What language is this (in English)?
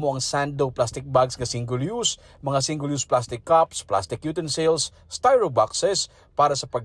Hiligaynon